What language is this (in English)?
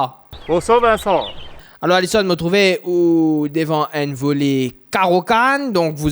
Morisyen